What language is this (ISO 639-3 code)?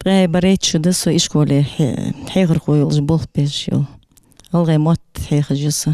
inh